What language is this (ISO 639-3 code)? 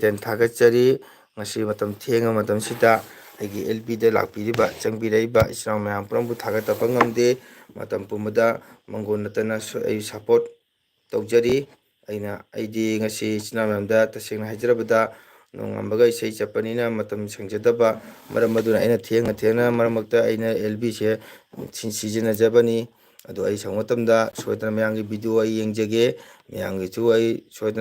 mni